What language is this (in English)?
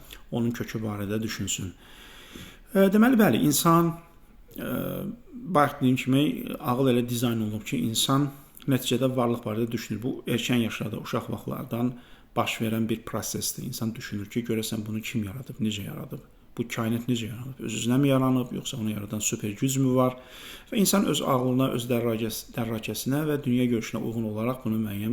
Azerbaijani